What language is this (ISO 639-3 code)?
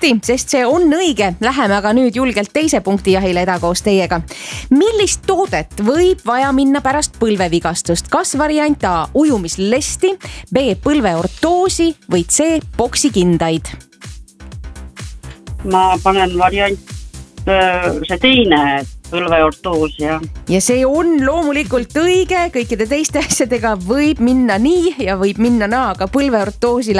est